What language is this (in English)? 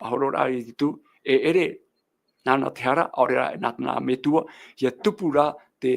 Tahitian